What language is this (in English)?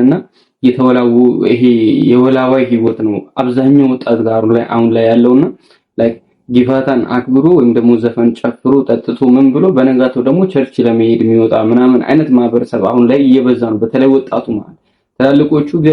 Amharic